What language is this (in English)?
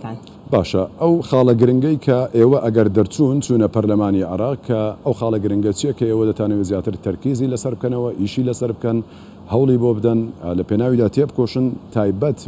Central Kurdish